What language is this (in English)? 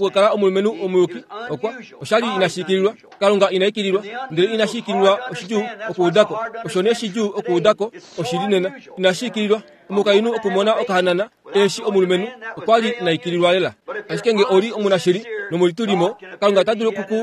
Kuanyama